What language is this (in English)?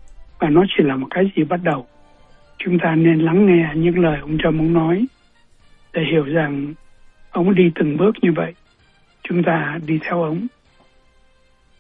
Vietnamese